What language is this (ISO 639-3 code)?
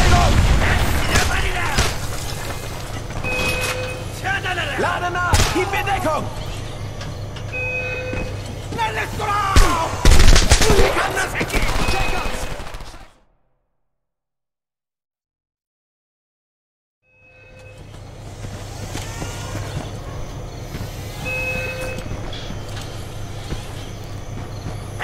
deu